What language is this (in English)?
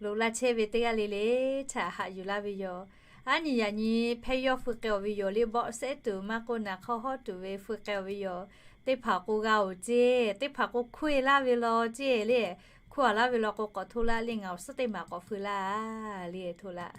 Lahu